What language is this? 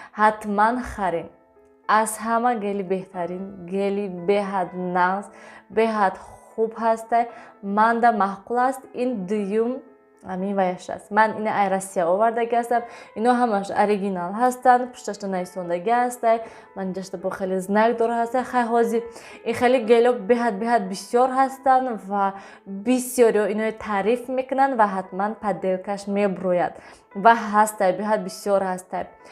Tajik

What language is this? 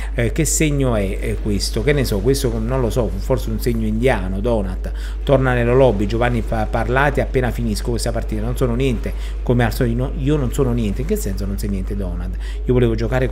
Italian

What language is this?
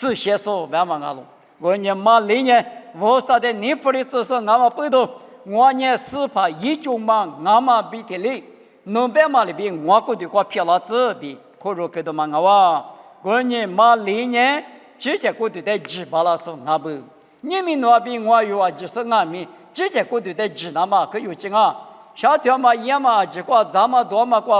Lisu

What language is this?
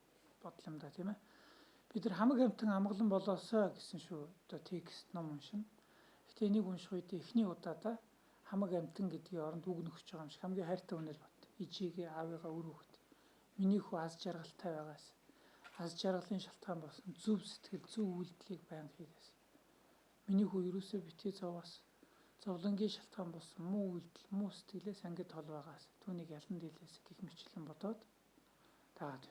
Mongolian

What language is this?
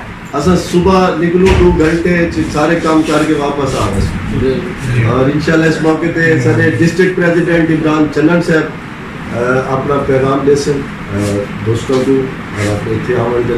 Saraiki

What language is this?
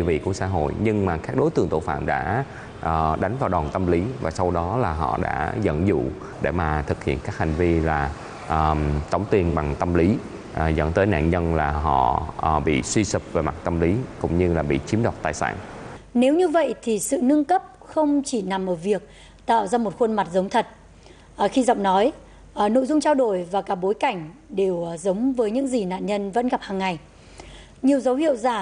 Vietnamese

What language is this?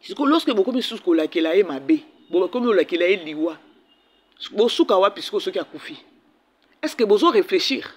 Lingala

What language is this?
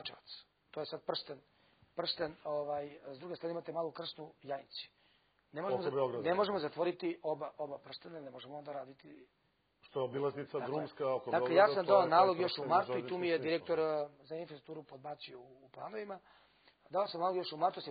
Serbian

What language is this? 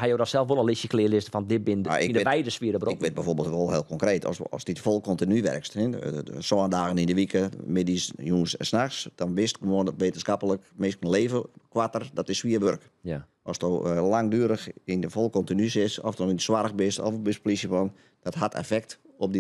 Western Frisian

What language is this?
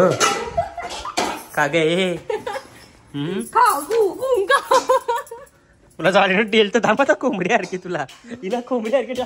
Marathi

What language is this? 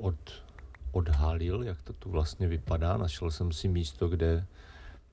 Czech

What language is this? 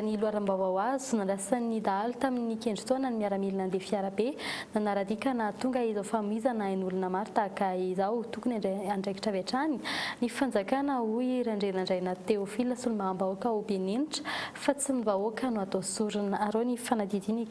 Malagasy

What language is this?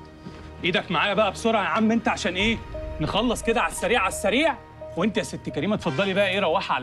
Egyptian Arabic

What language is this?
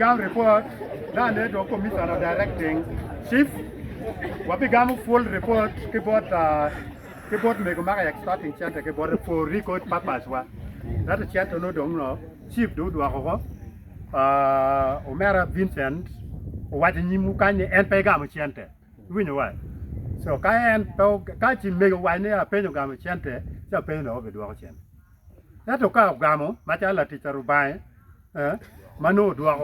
Acoli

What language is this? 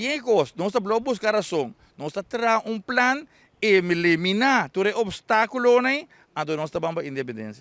Papiamento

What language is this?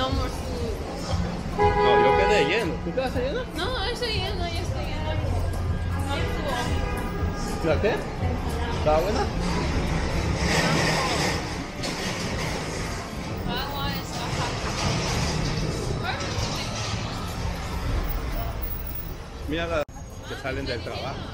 Spanish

